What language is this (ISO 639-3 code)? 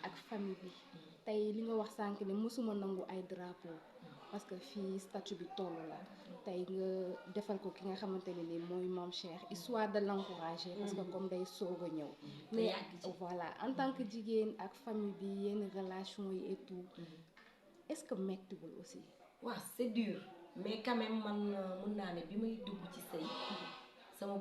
wol